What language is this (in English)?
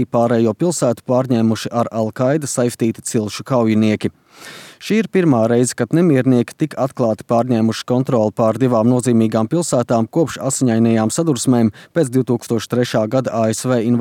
Latvian